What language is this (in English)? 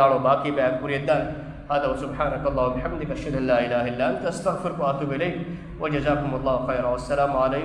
Divehi